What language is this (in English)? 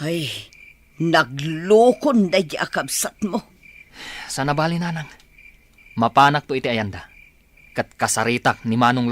Iloko